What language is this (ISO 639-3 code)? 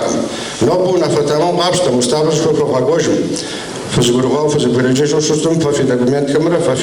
kbd